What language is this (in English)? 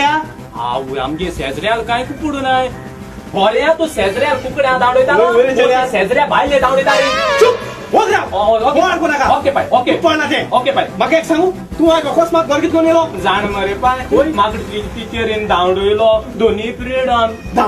Konkani